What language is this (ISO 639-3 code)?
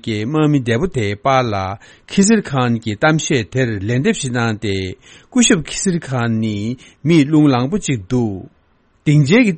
bod